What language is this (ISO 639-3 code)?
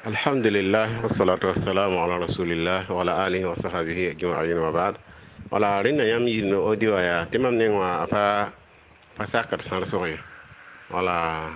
mos